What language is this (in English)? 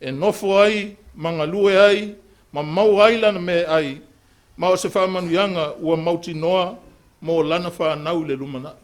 Samoan